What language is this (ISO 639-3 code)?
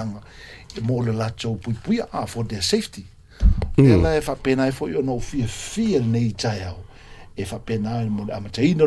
smo